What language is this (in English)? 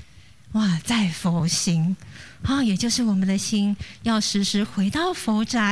Chinese